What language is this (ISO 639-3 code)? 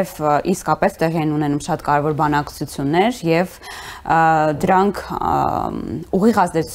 hye